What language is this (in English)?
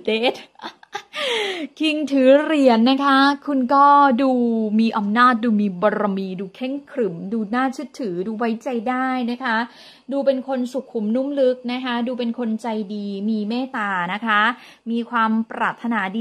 Thai